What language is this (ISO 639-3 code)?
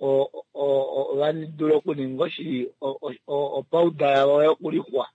kua